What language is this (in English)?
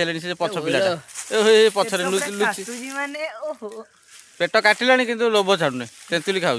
Odia